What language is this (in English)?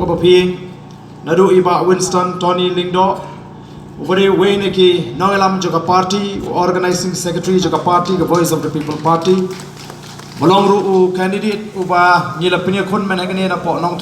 Khasi